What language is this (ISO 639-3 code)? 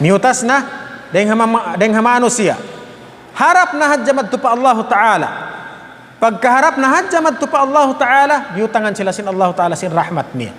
tsg